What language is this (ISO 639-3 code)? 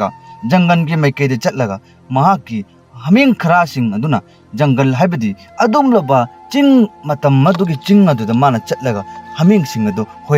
mni